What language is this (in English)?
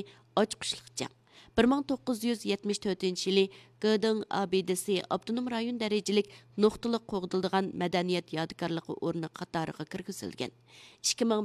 Uyghur